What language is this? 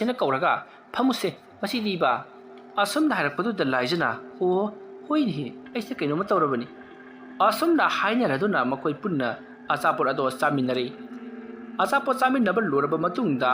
Manipuri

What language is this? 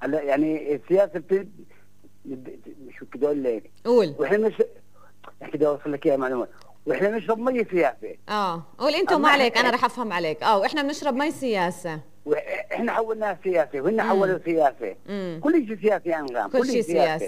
North Levantine Arabic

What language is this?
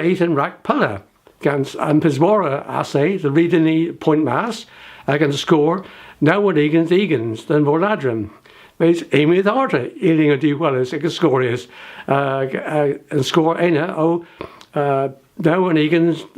Cornish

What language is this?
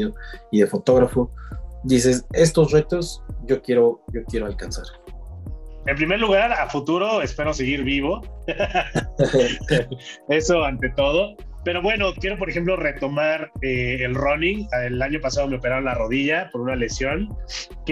Spanish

